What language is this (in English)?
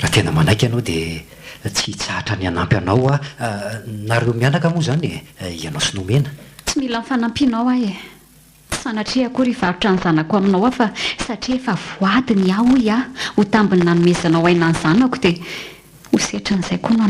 Malagasy